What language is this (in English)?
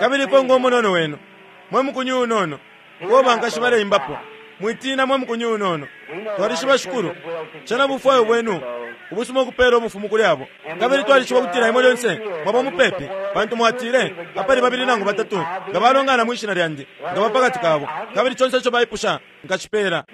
Bemba